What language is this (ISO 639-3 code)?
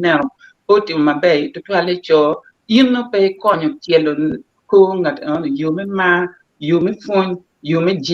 ach